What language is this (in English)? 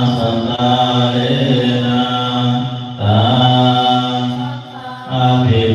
Pali